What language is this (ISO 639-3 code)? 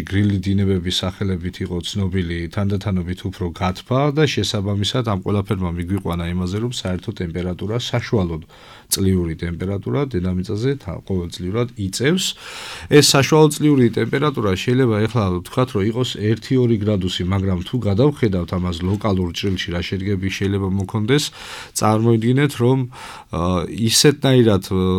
kat